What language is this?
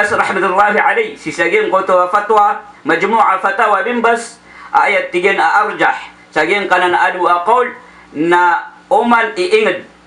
Maranao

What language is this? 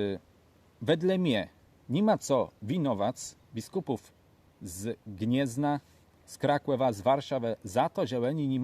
Kashubian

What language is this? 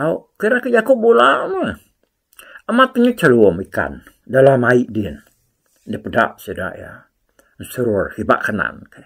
Iban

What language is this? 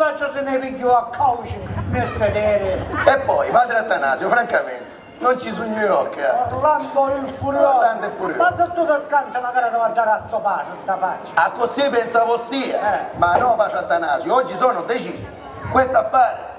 Sicilian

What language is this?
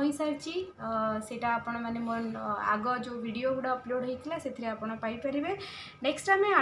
Odia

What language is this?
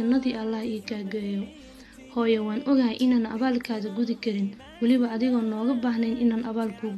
Somali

